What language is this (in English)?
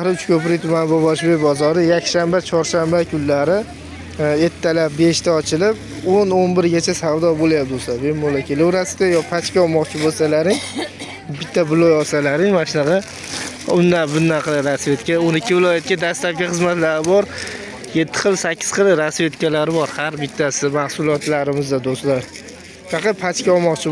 Uzbek